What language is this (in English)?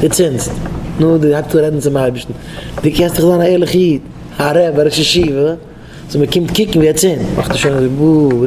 Yiddish